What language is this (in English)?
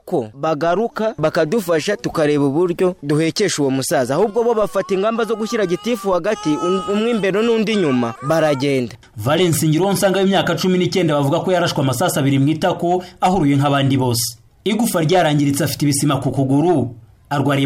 Kinyarwanda